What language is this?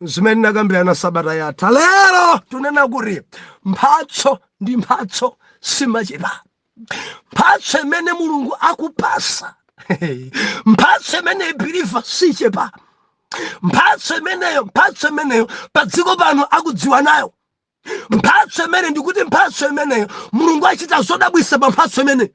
Nyanja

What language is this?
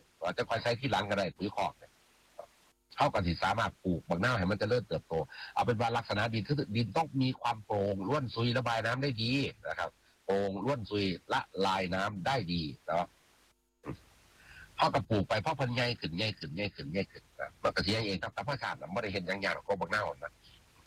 Thai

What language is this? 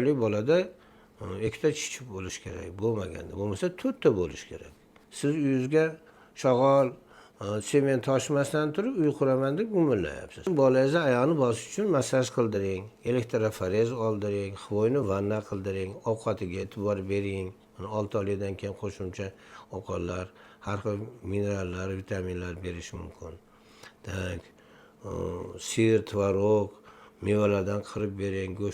Uzbek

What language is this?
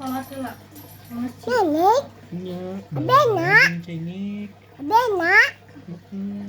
Sundanese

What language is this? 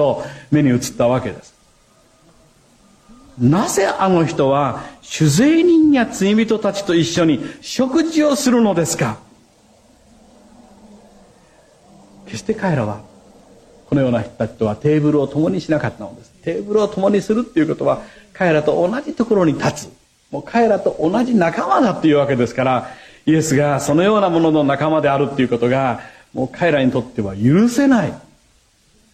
Japanese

